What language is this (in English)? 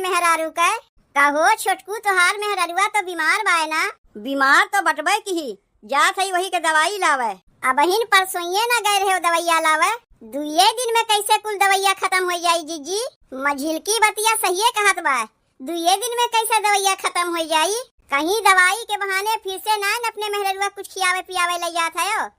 Awadhi